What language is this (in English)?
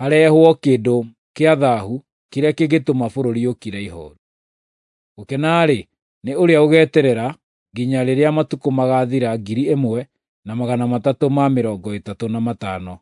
Kikuyu